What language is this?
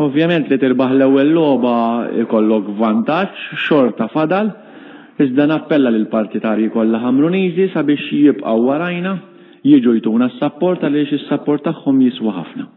Maltese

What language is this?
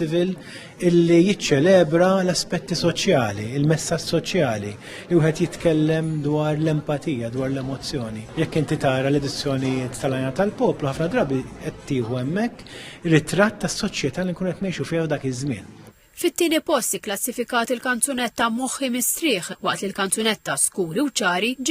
Maltese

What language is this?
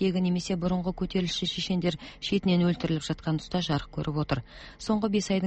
Kazakh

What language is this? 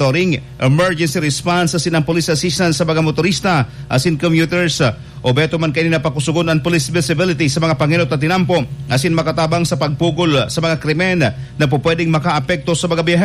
Bikol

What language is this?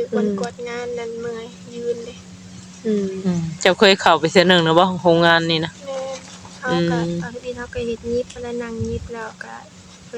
Northeastern Thai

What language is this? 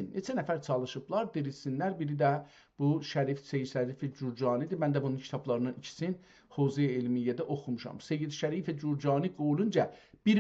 South Azerbaijani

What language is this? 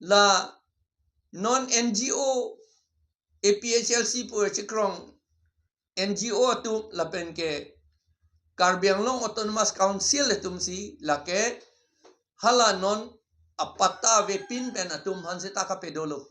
Karbi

